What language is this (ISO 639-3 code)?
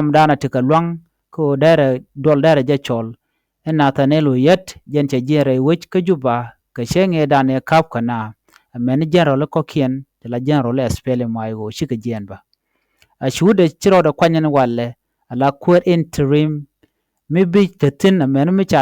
nus